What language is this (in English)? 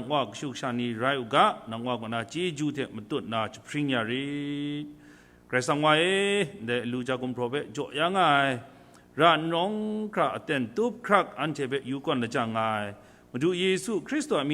Kachin